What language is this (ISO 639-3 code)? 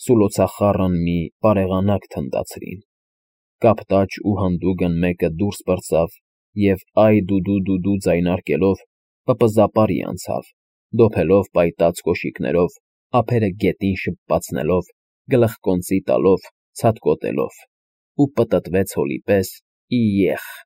hye